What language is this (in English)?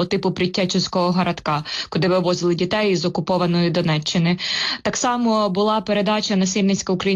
Ukrainian